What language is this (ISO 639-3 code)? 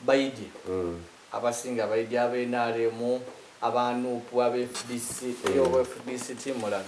xog